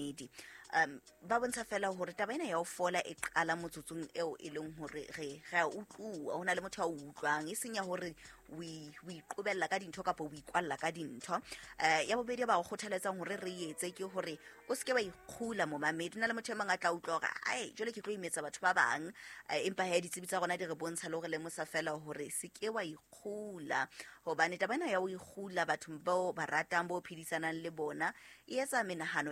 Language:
Southern Sotho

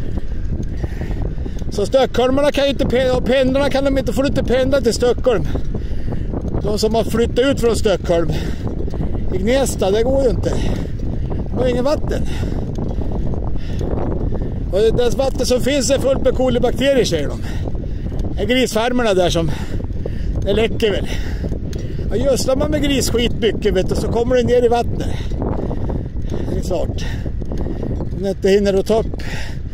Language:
Swedish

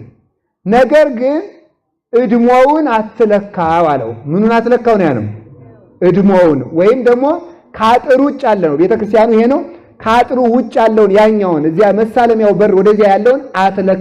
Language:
Amharic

